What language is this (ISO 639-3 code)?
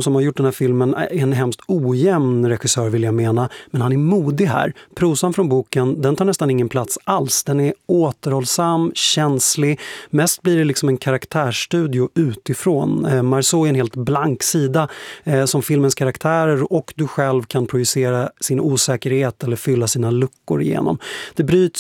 swe